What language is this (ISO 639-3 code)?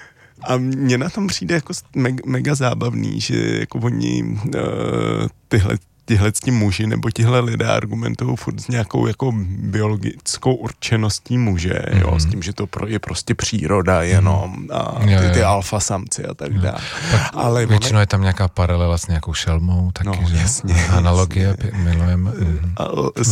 ces